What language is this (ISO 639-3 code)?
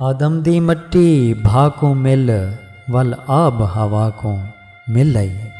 skr